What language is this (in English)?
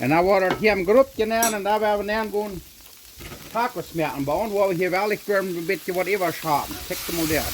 Plautdietsch